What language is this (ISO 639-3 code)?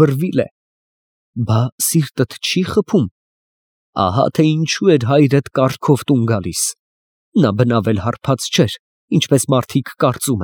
hye